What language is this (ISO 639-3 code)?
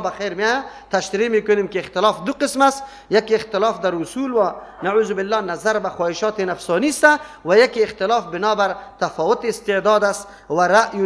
fas